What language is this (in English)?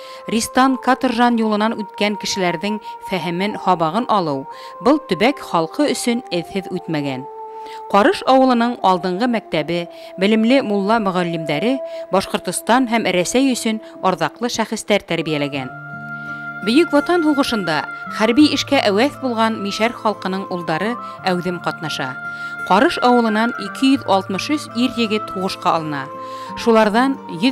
Bashkir